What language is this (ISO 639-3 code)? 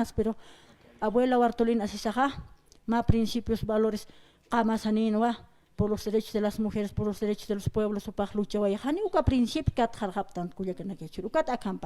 aym